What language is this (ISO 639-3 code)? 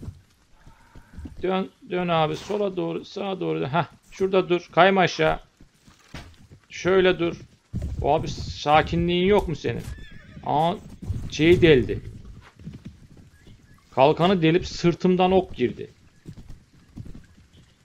tur